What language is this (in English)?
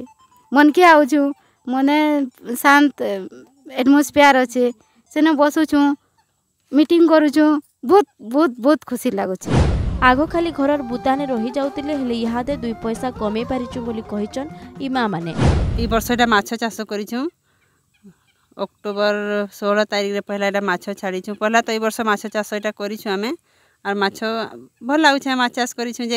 Odia